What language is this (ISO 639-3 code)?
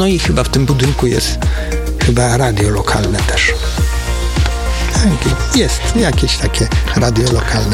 pol